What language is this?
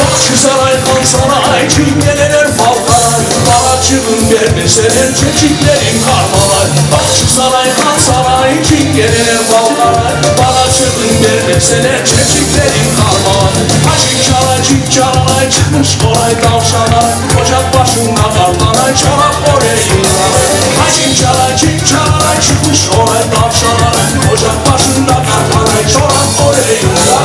Crimean Tatar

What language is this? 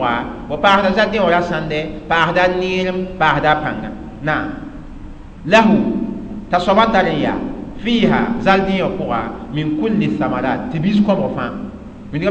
Mossi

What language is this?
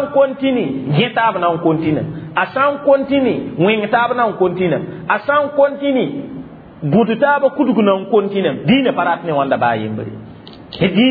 Mossi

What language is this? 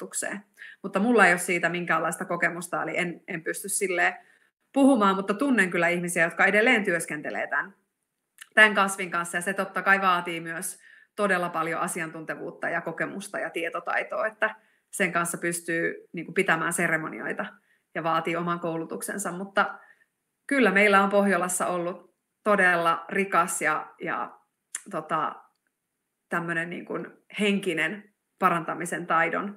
Finnish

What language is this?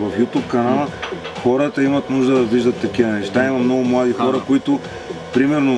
Bulgarian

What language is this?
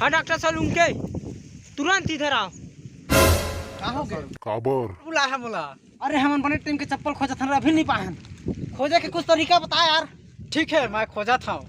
Chhattisgarhi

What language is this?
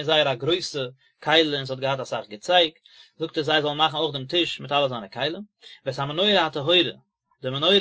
Yiddish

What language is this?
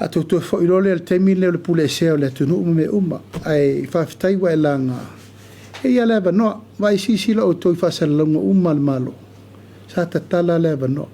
Samoan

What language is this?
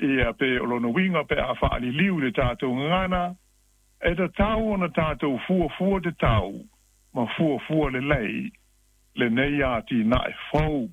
Samoan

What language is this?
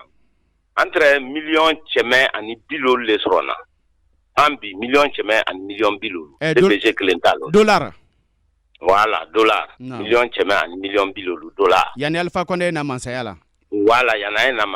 Bambara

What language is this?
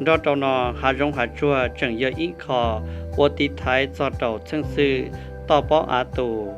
Hmong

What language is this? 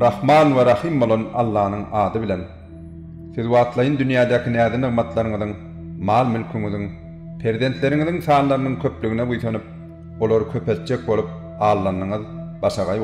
Turkmen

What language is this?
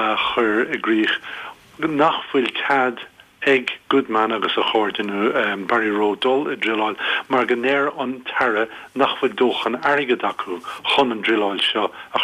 Irish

